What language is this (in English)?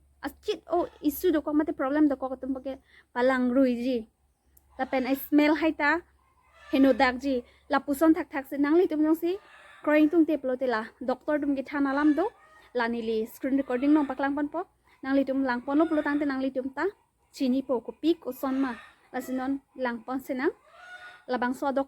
Karbi